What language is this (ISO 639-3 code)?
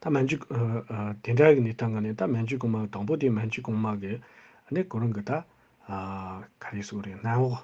bod